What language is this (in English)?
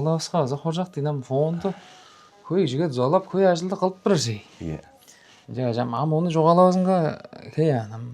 Tuvinian